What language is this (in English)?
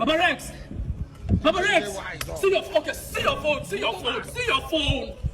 Nigerian Pidgin